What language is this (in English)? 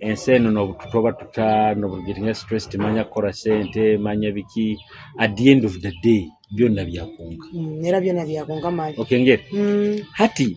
Nyoro